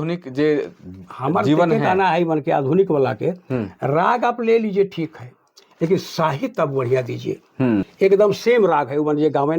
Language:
Sadri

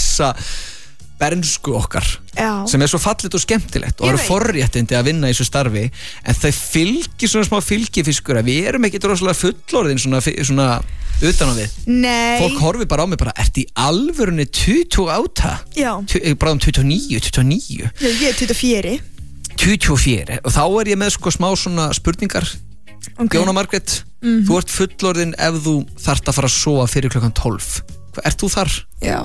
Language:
Icelandic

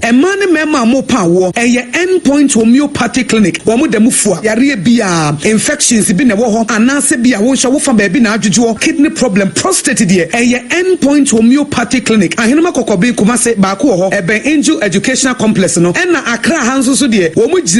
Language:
Akan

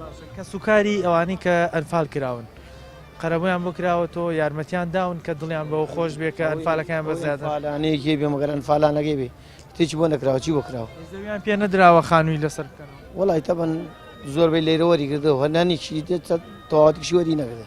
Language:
Central Kurdish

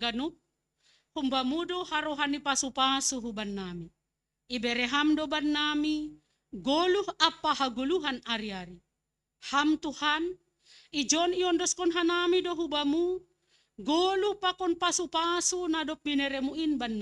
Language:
Batak Simalungun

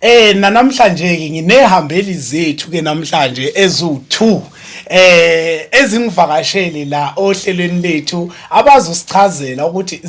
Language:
Zulu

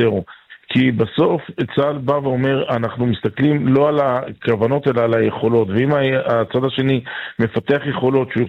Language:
Hebrew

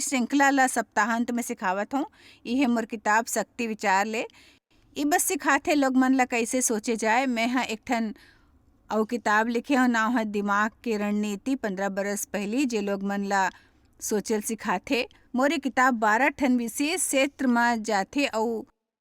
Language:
Chhattisgarhi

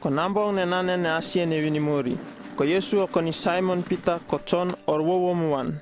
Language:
Uripiv-Wala-Rano-Atchin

